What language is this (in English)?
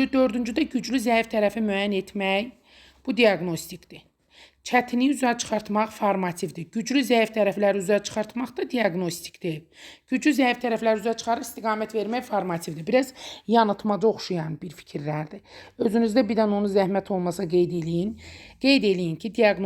Azerbaijani